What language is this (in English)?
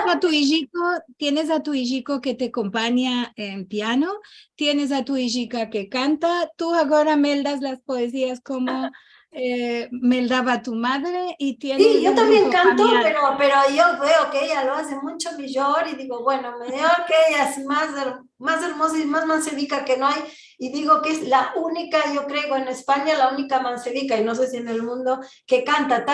Ladino